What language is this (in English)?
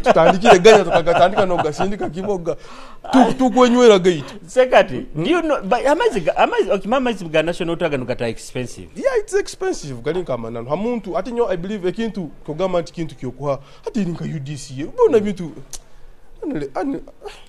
Nyoro